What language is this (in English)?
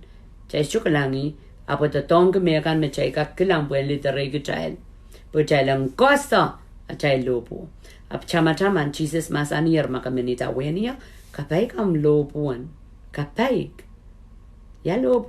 Pohnpeian